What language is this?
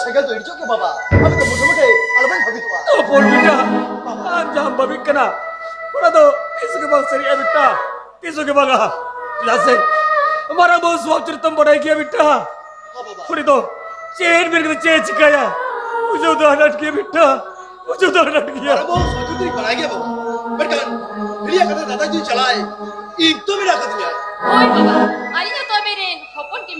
Santali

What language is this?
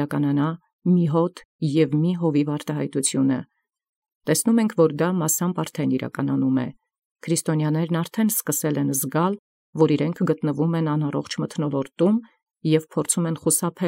Armenian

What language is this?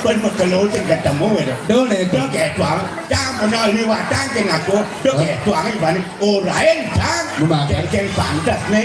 Balinese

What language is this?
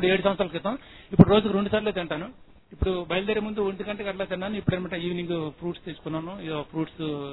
Telugu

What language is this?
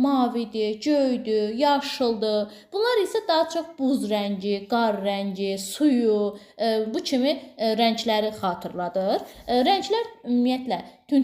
Azerbaijani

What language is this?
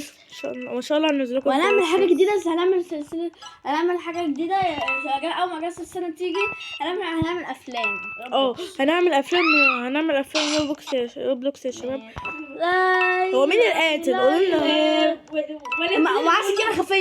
Egyptian Arabic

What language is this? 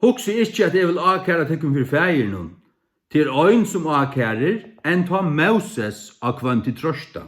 Faroese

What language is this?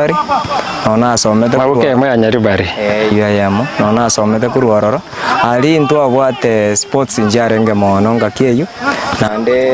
Gusii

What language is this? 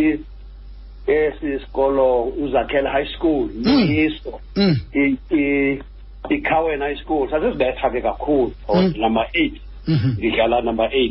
Xhosa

